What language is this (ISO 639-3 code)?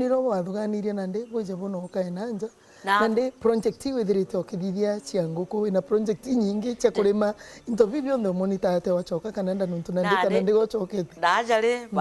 mer